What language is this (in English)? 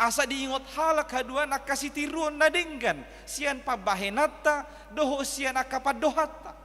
Batak Toba